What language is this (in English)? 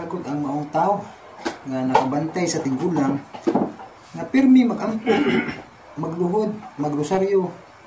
Cebuano